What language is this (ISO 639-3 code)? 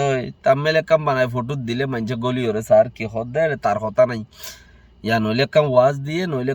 rhg